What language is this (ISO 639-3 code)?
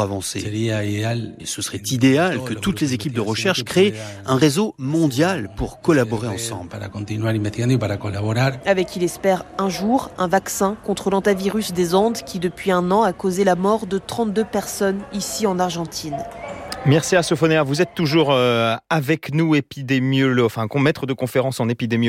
fra